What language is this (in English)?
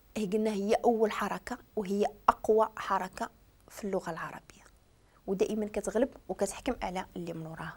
Moroccan Arabic